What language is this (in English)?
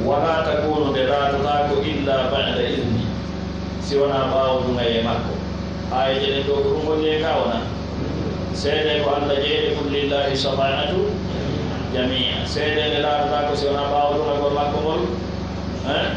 Pular